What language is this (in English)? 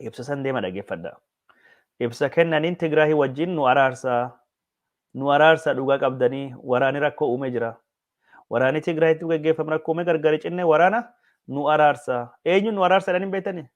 Oromo